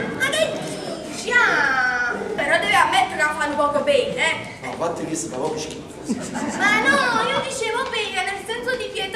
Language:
Neapolitan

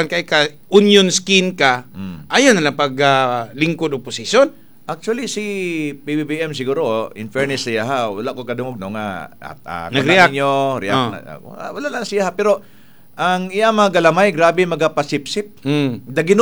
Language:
Cebuano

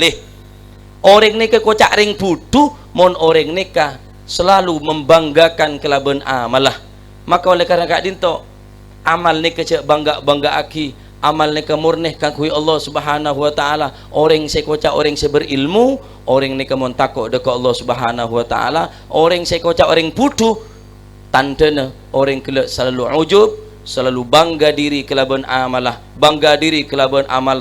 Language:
Madurese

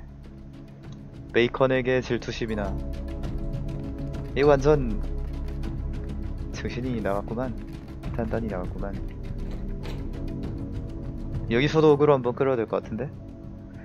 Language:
Korean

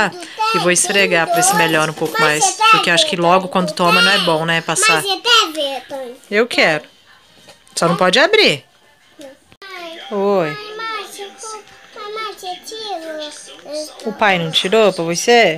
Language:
Portuguese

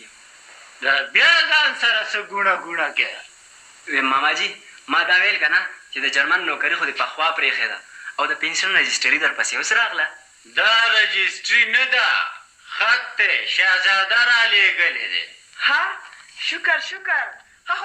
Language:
Pashto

